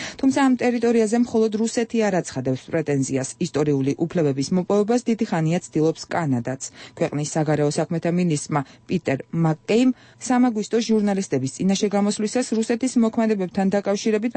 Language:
Georgian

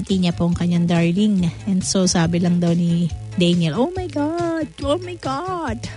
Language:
Filipino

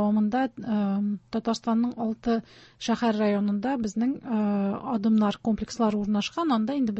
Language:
Tatar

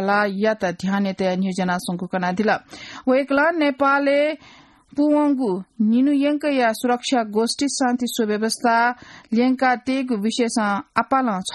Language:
Newari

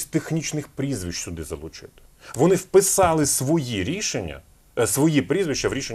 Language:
Ukrainian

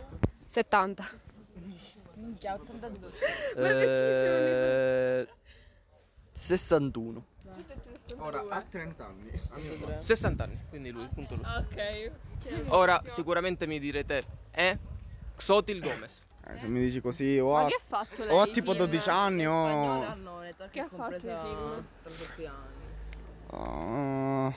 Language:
Italian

